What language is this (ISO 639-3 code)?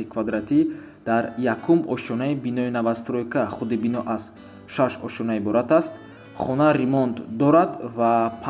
tgk